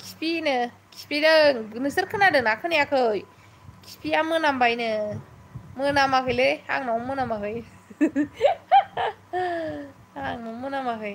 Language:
Bodo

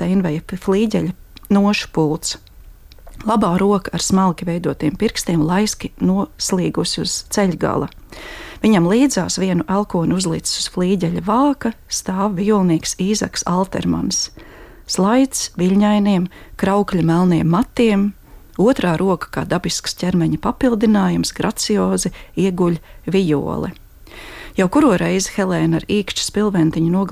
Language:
Latvian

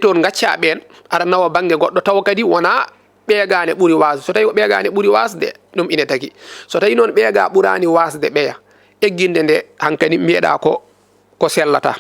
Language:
Fula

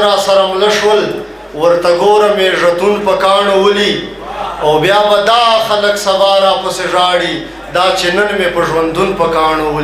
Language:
Pashto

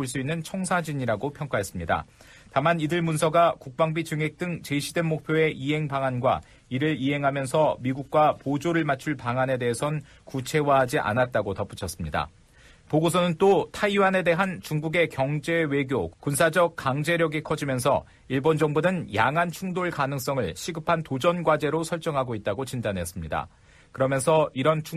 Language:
Korean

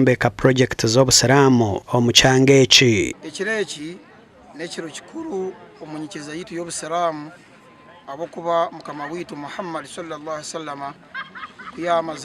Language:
Nyankole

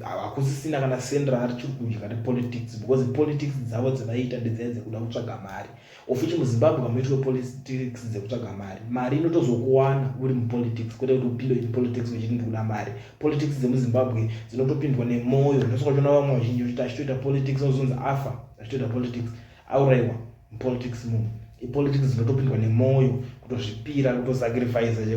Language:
Shona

